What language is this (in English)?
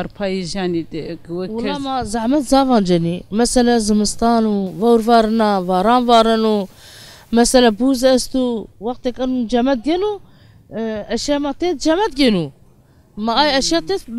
Zaza